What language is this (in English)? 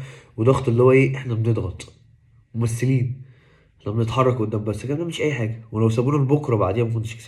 Egyptian Arabic